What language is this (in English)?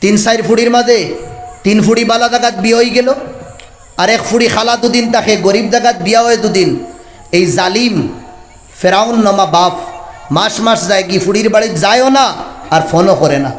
Sylheti